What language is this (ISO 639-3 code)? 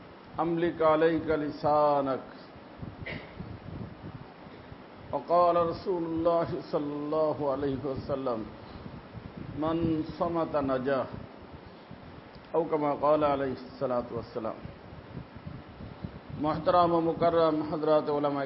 ben